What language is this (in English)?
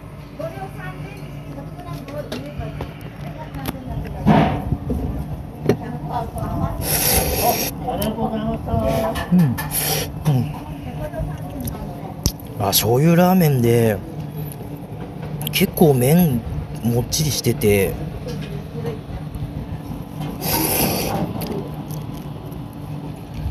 Japanese